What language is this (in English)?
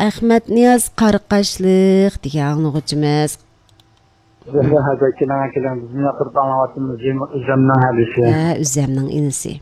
Uyghur